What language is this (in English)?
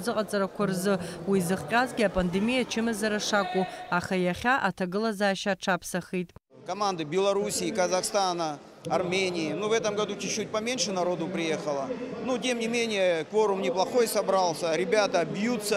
Abkhazian